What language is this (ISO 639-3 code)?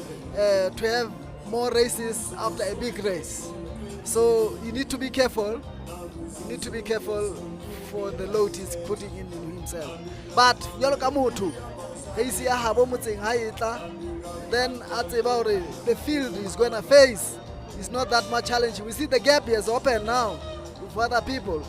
sot